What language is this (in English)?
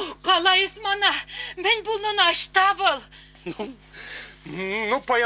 Chuvash